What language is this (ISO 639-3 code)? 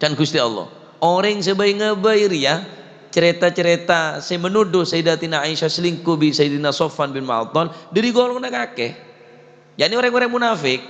mad